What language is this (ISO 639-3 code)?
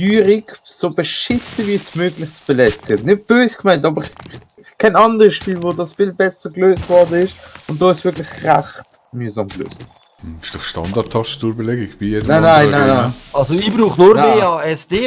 gsw